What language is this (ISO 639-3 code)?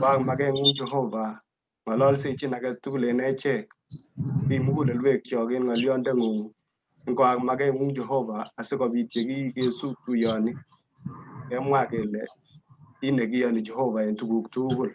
kln